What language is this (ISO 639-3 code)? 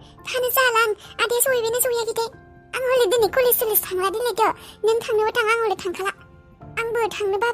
brx